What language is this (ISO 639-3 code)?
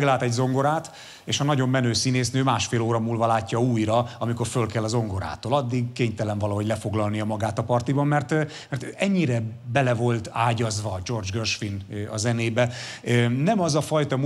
hun